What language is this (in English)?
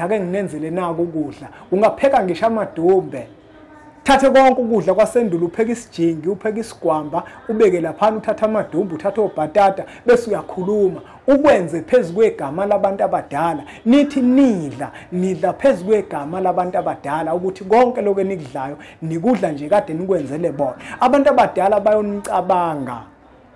Zulu